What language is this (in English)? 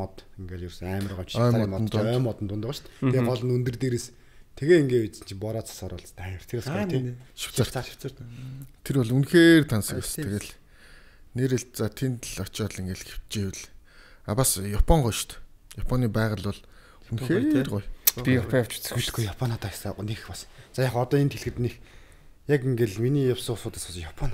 Mongolian